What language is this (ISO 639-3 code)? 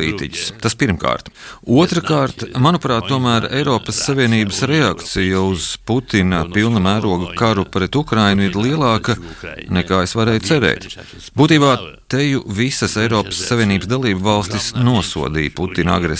lav